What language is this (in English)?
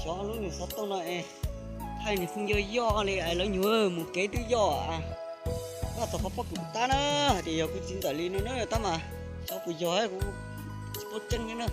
Hmong